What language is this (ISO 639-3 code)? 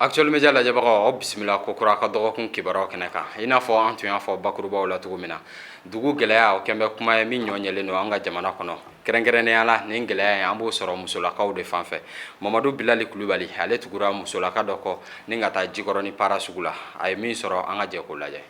bam